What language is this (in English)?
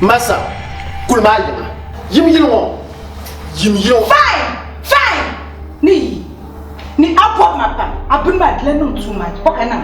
Dagbani